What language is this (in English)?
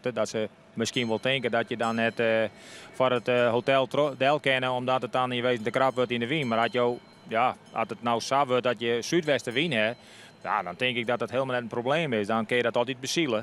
Western Frisian